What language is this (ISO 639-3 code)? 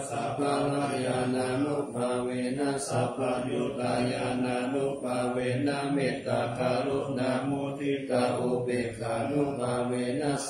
pli